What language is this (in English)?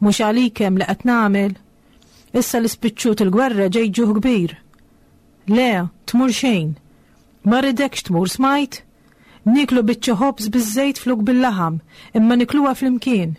Maltese